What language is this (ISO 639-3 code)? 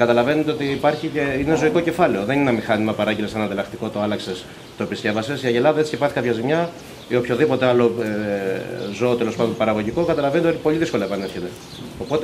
ell